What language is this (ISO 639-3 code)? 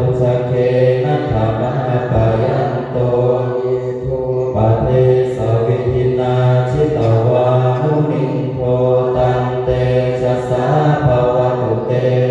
pli